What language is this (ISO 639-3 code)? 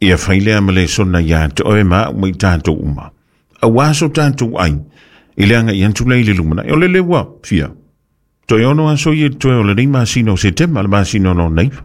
smo